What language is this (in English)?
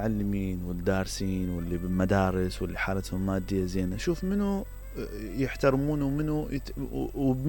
Mesopotamian Arabic